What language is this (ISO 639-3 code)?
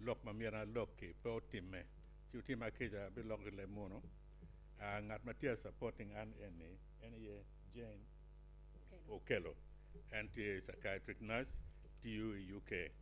ach